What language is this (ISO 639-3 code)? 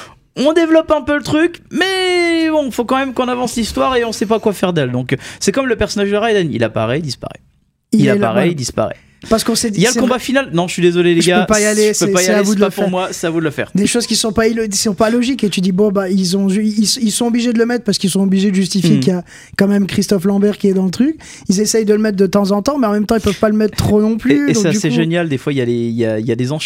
fra